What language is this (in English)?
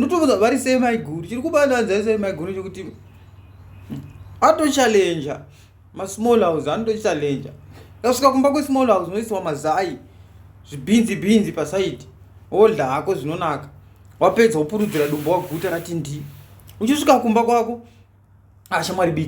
Shona